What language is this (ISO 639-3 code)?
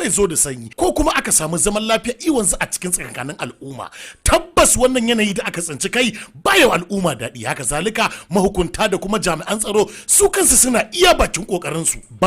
hau